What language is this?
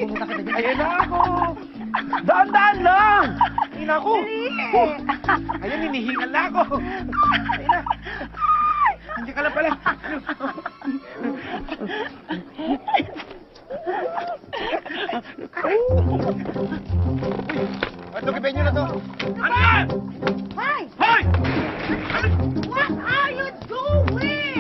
Filipino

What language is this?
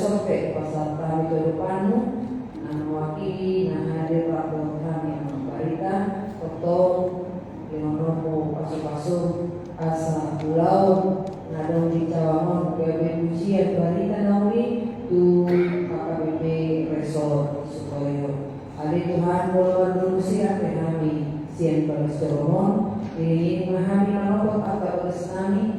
Batak Toba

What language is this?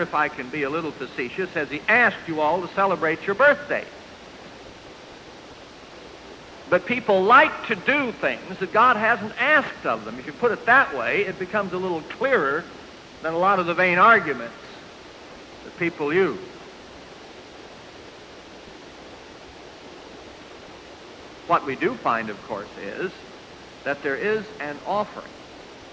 English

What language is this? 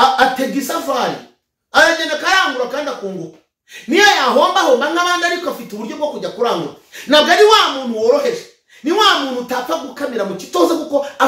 Kinyarwanda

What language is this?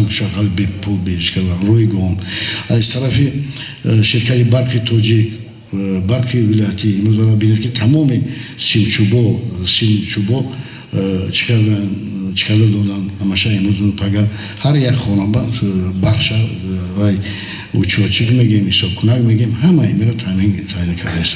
Tajik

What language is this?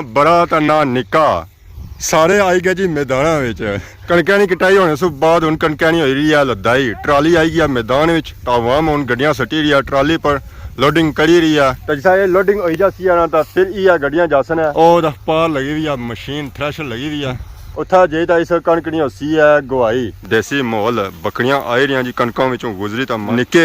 Pahari-Potwari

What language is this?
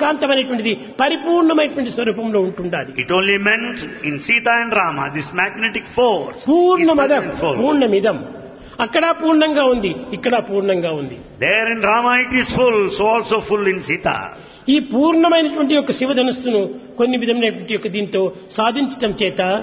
Telugu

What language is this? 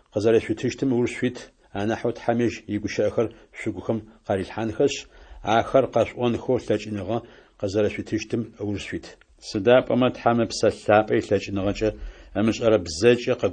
Adyghe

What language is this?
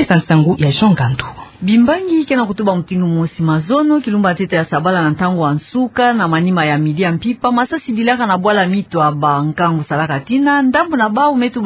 Kituba (Democratic Republic of Congo)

